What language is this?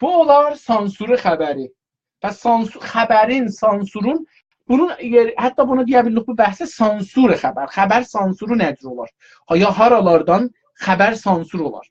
South Azerbaijani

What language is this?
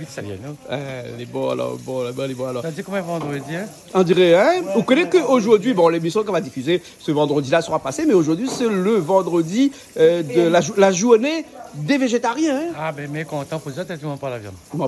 Réunion Creole French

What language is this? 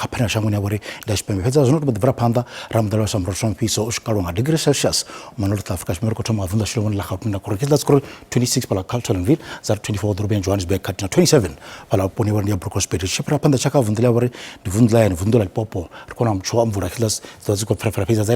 Venda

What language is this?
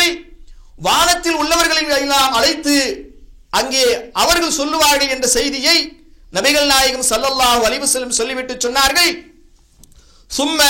Tamil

